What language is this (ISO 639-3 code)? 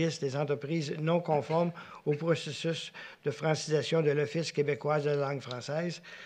fra